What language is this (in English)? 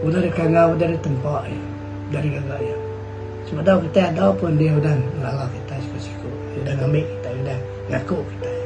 Iban